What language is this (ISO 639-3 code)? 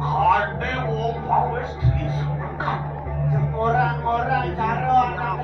ban